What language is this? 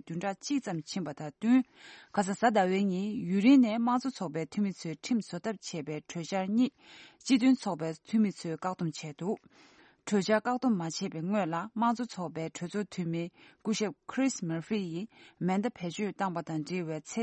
Tibetan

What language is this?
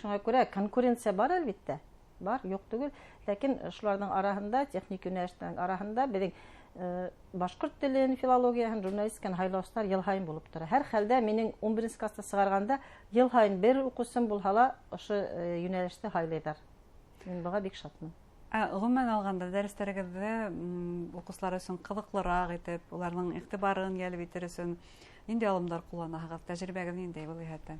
Bashkir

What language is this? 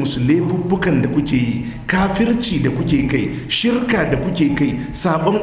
Hausa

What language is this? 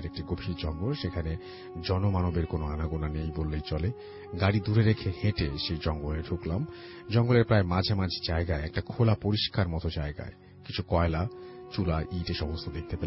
Bangla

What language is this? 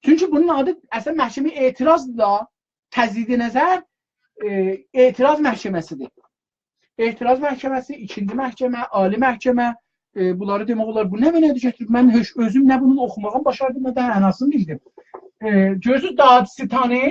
South Azerbaijani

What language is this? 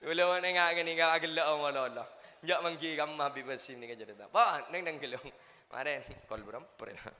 Madurese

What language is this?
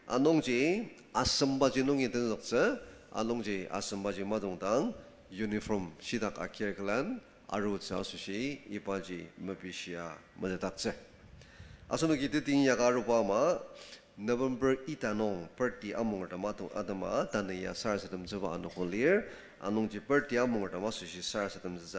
Ao Naga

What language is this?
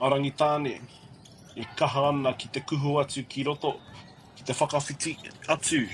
Māori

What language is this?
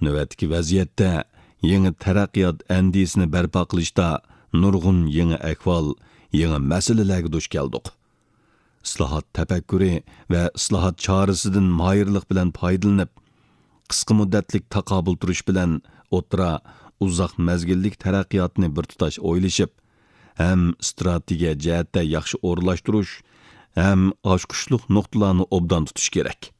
Uyghur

